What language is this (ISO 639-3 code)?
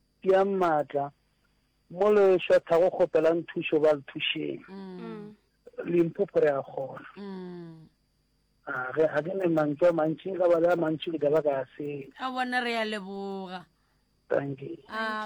nso